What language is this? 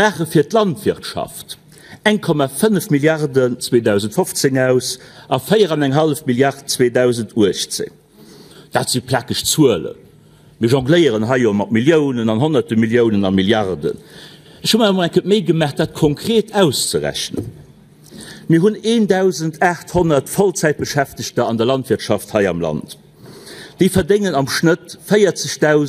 Luxembourgish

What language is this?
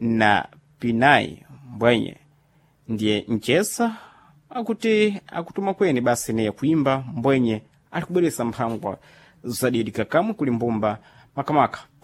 Sena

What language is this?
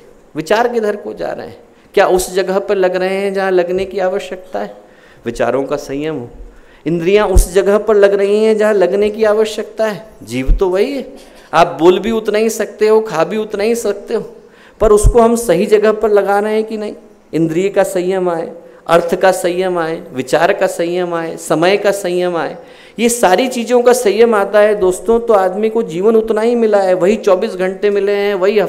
Hindi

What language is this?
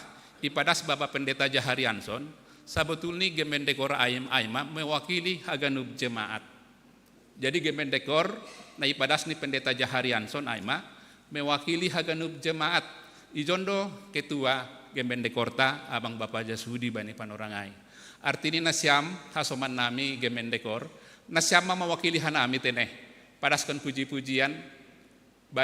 Batak Simalungun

